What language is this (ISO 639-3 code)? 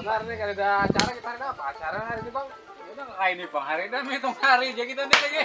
bjn